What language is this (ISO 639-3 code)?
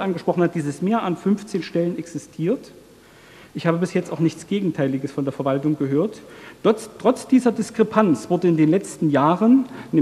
deu